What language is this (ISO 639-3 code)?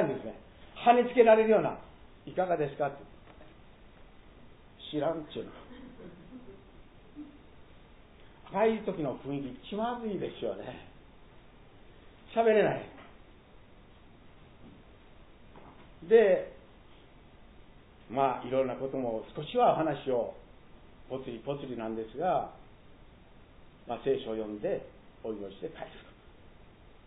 jpn